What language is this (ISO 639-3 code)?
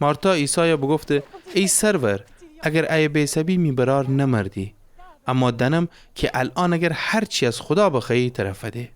glk